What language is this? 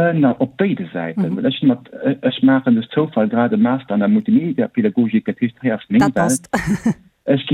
Luxembourgish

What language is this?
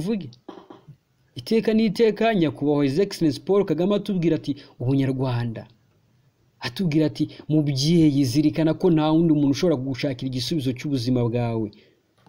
Kinyarwanda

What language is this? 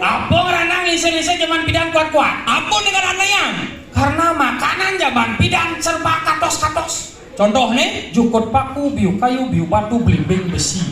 Balinese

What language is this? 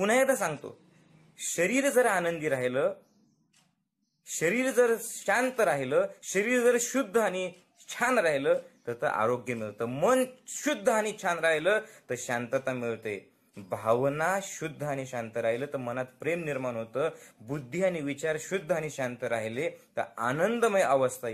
Marathi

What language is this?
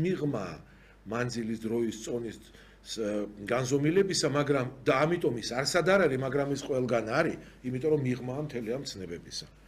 Georgian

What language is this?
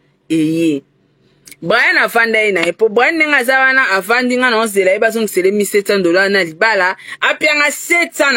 Lingala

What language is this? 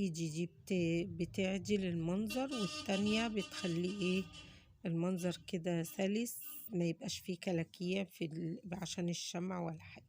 Egyptian Arabic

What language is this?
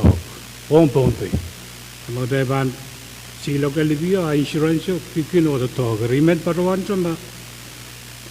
Pohnpeian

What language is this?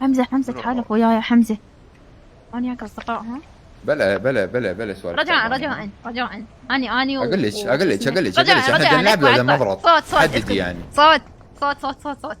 Mesopotamian Arabic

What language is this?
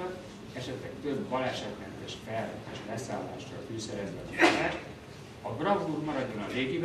Hungarian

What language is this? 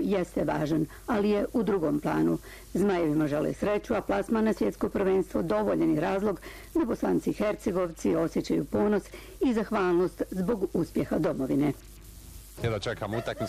Bosnian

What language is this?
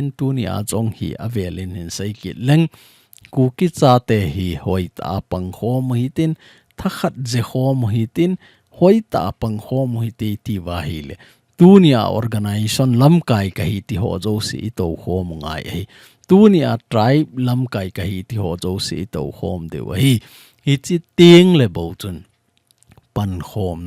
Thado Chin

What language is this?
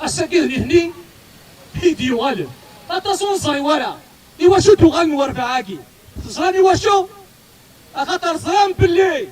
Kabyle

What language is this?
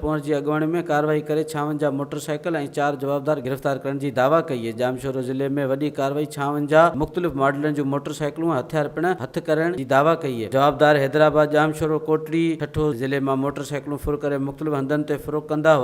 Sindhi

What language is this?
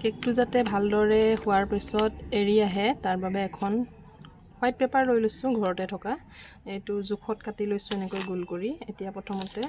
Assamese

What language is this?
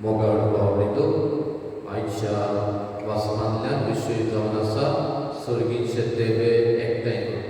Konkani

